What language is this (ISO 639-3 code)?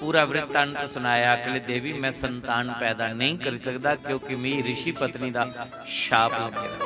doi